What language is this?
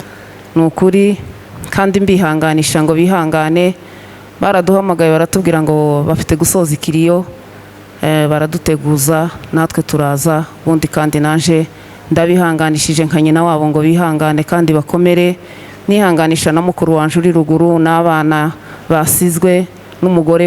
Kinyarwanda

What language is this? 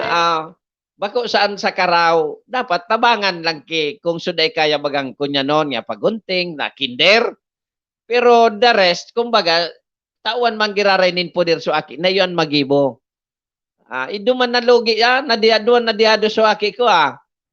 Bikol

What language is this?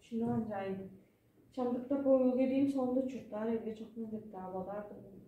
Tuvinian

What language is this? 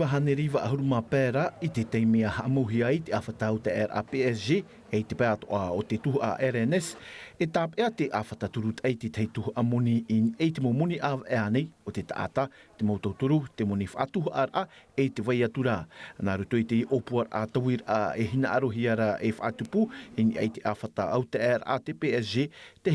Tahitian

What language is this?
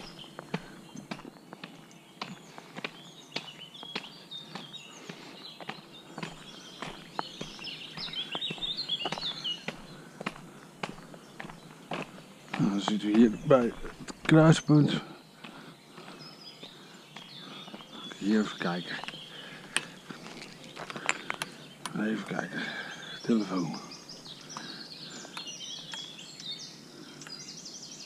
Dutch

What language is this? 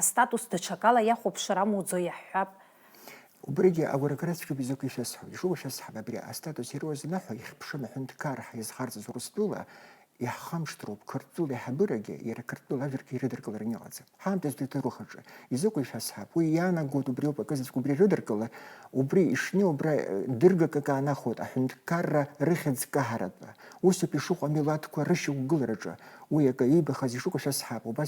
Abkhazian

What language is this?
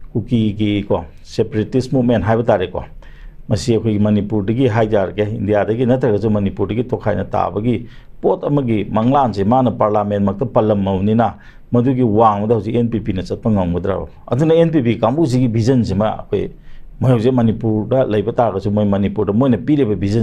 Manipuri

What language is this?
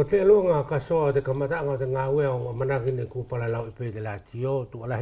Wallisian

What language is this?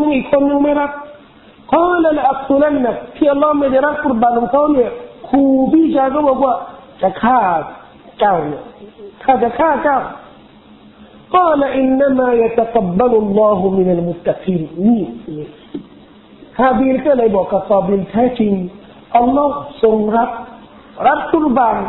Thai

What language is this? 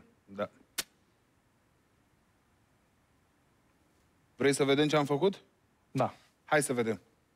Romanian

